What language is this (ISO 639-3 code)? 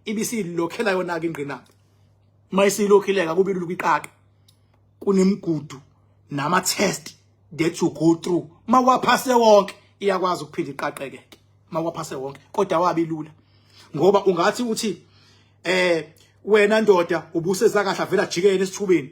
zul